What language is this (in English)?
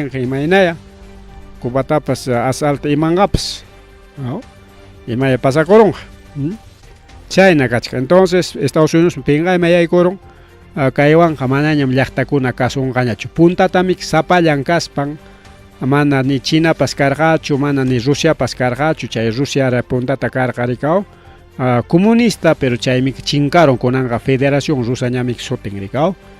Ayacucho Quechua